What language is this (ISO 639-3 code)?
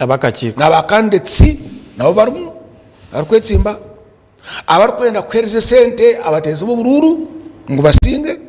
nyn